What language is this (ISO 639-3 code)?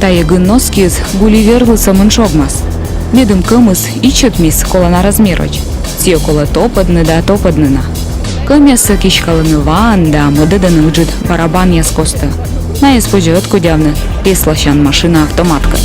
kom